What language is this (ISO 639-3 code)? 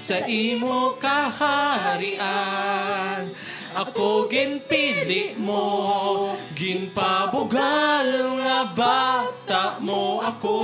hil